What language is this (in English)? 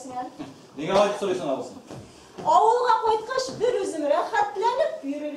Bashkir